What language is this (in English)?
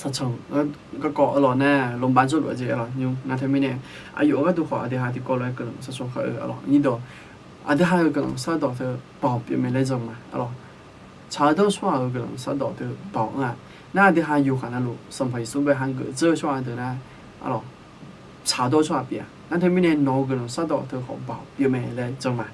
Akha